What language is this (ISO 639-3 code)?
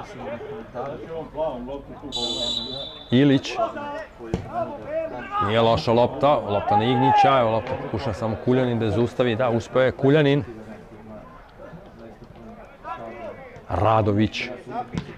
srp